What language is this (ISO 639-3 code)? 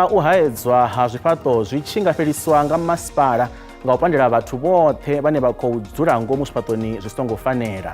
ven